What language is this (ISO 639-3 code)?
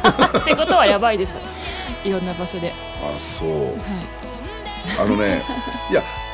jpn